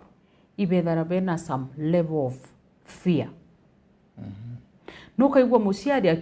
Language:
Meru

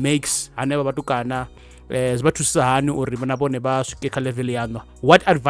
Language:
Venda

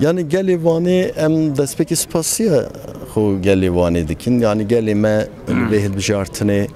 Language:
Kurdish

